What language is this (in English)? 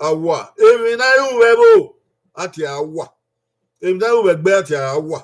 Bini